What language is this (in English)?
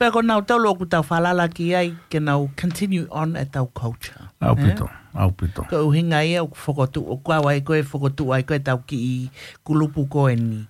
Tongan